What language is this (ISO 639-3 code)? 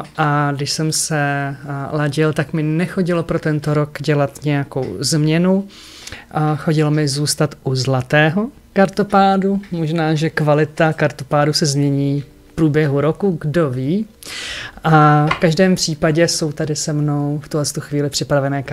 ces